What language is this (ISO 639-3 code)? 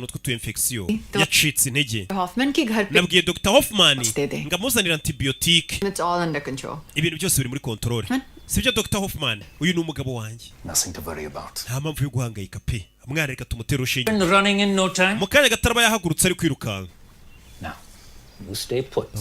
kin